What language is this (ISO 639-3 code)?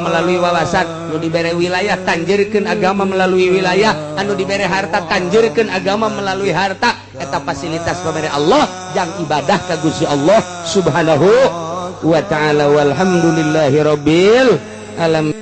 sun